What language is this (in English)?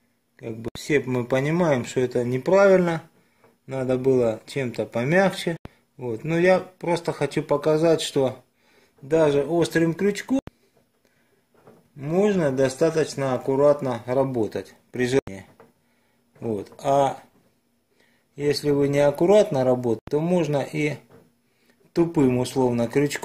Russian